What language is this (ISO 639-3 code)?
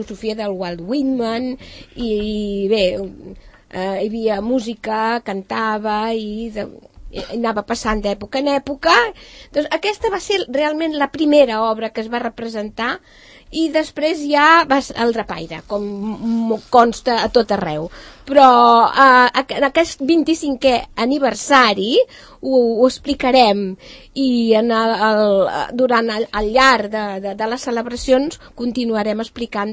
cat